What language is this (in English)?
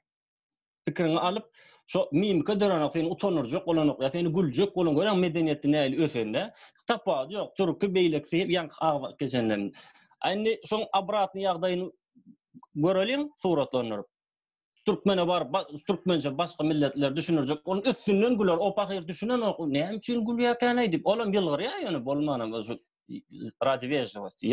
Turkmen